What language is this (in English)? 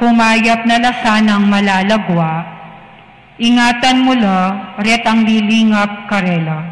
Pampanga